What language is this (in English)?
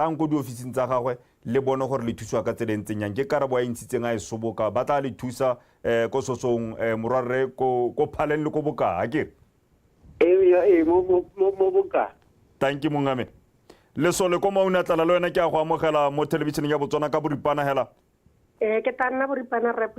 Tswana